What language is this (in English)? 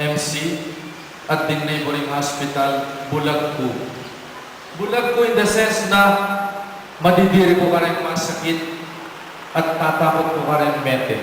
Pampanga